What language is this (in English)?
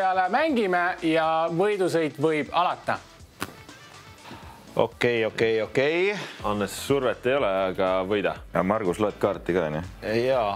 Estonian